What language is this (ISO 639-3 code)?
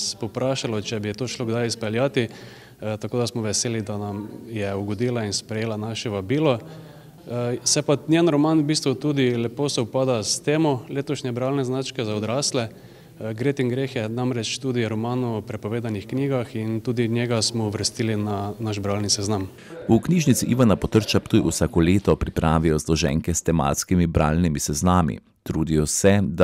slv